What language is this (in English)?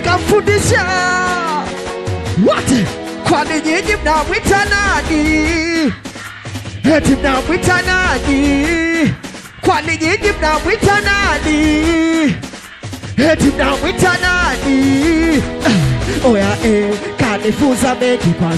Swahili